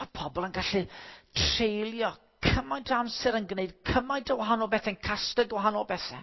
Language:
Welsh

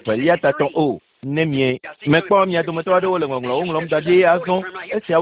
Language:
Ewe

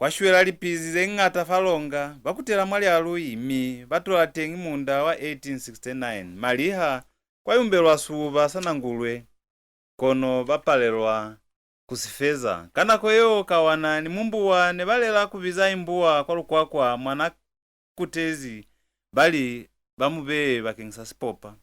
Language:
Lozi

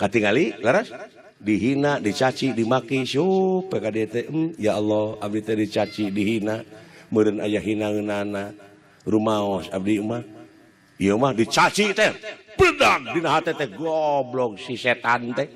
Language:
Sundanese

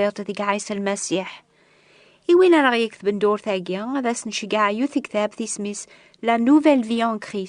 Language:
Kabyle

